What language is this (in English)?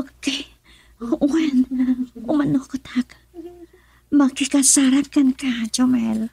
Iloko